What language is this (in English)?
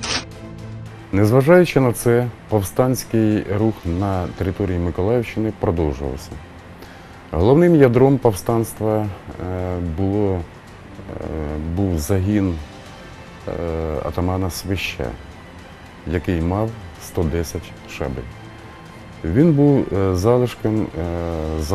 Ukrainian